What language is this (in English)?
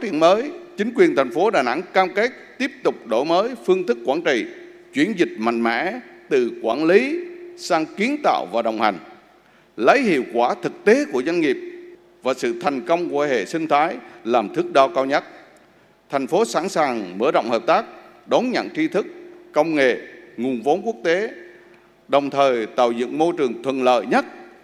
Vietnamese